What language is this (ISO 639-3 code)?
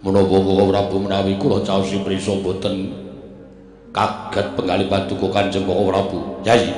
jav